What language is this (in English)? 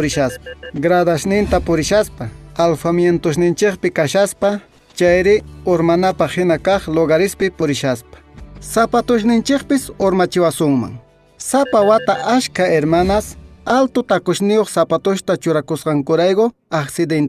Quechua